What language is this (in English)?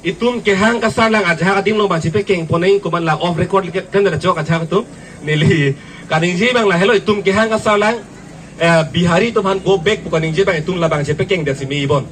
Karbi